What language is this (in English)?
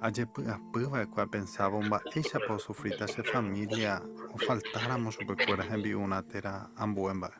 Guarani